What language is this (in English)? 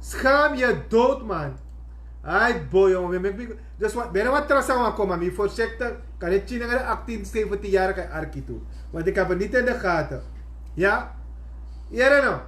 Sranan Tongo